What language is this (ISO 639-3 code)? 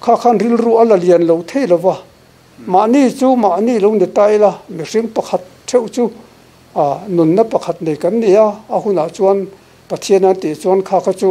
lus